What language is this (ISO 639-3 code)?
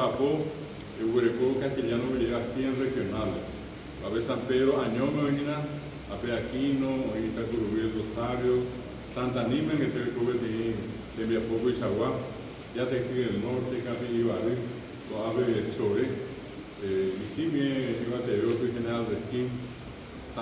grn